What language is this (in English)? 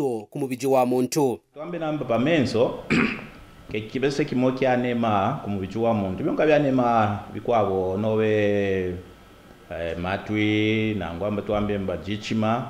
Kaonde